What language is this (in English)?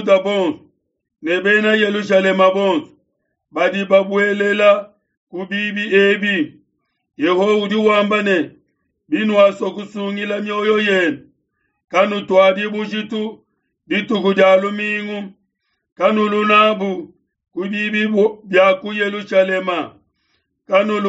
Luba-Lulua